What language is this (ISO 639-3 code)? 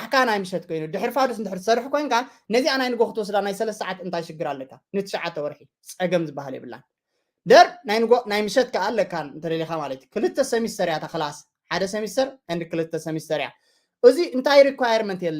tir